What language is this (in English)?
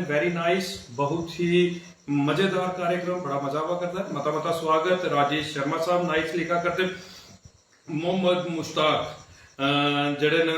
Dogri